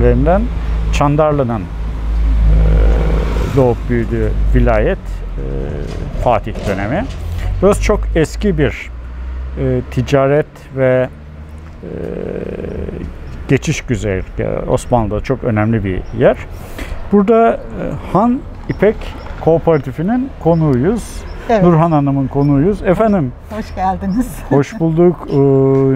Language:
Turkish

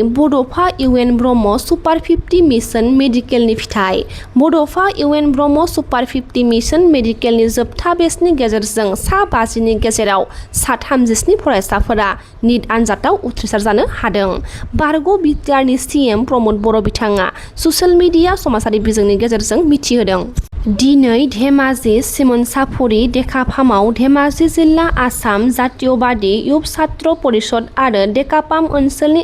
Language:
Bodo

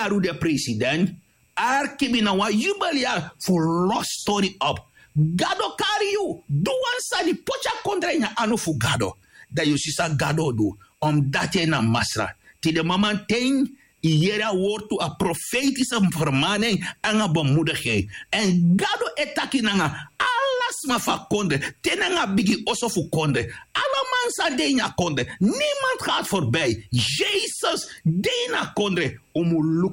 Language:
Sranan Tongo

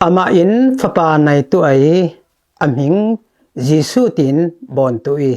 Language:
Falam Chin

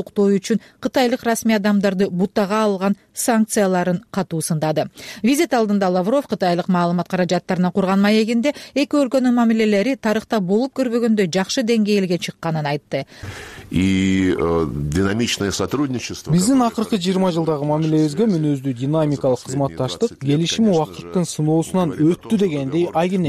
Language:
Kyrgyz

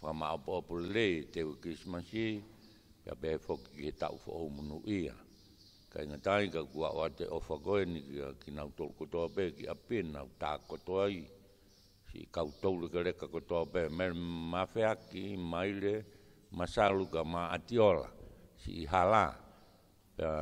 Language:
Tongan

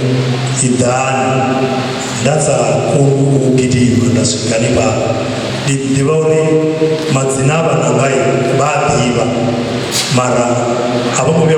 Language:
Venda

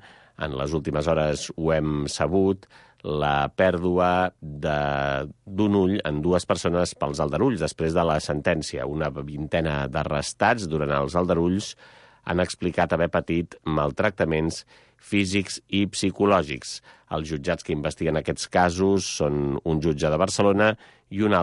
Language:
Catalan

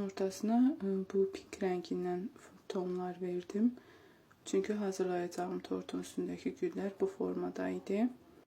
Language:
Azerbaijani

